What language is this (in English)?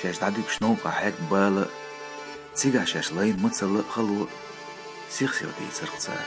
Chechen